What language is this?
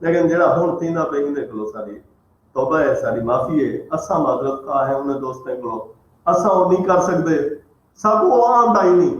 Saraiki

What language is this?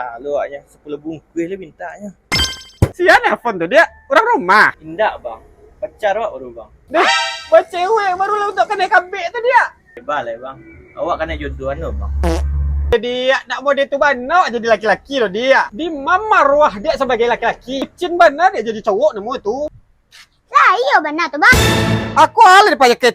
Minangkabau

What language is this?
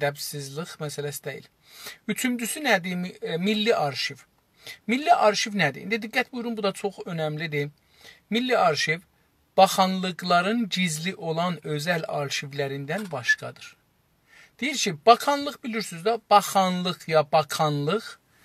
South Azerbaijani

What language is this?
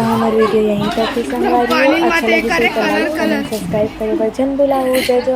Chhattisgarhi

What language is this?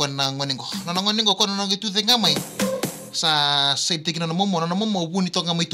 Fijian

